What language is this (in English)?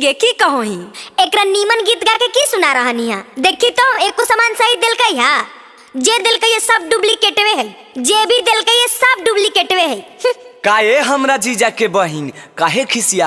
Magahi